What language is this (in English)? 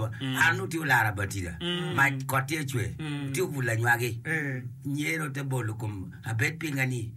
Acoli